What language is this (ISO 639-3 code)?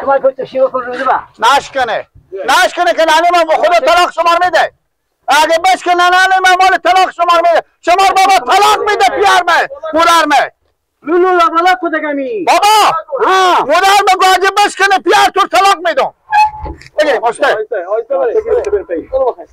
fas